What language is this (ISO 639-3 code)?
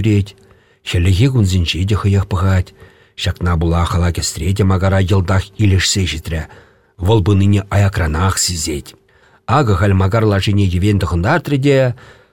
chv